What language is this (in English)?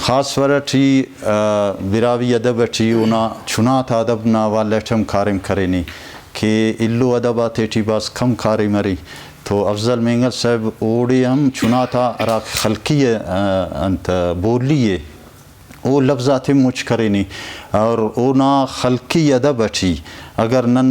Brahui